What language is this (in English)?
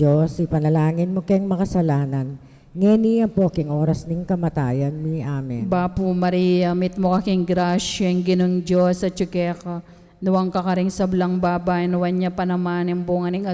Pampanga